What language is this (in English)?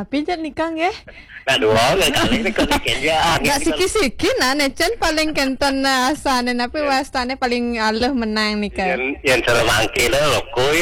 Balinese